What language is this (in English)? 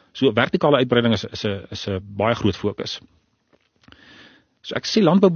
Afrikaans